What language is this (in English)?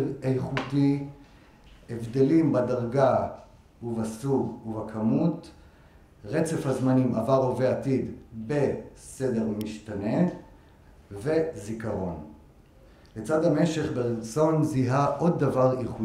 Hebrew